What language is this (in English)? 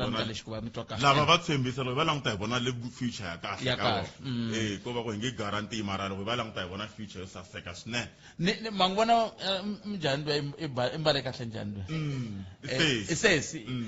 Tsonga